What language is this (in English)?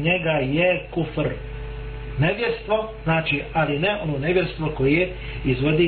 Bosnian